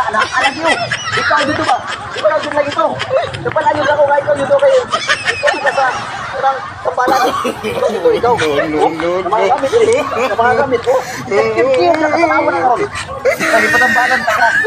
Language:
Cebuano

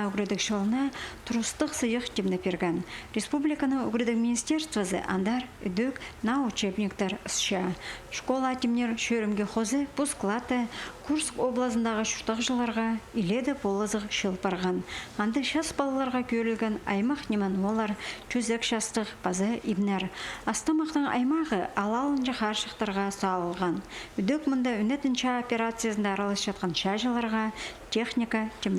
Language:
Khakas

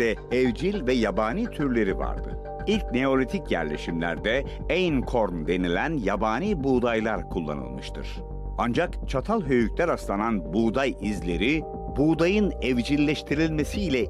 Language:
Turkish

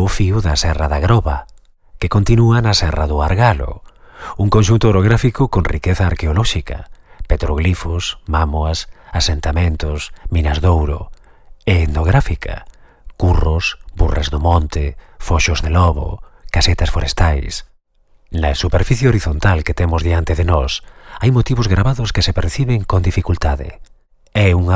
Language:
Galician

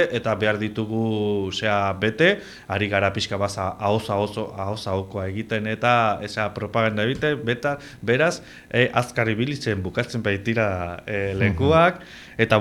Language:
Basque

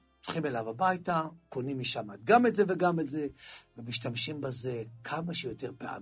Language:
Hebrew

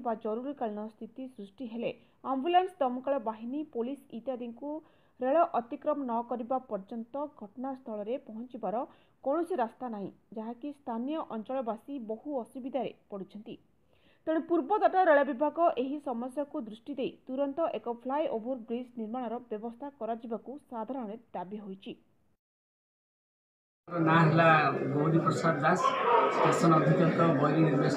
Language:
Odia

